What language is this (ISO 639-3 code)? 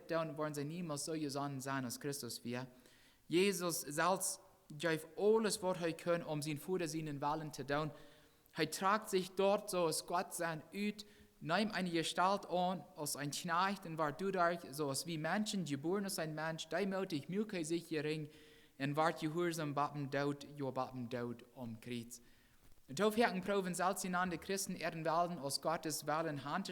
pdt